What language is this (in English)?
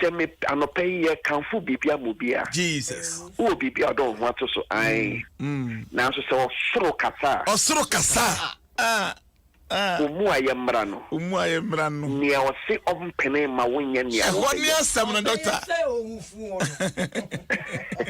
Akan